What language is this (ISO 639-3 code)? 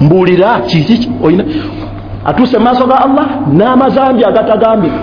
lug